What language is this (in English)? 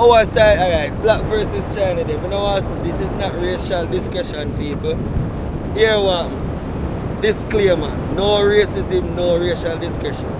Jamaican Creole English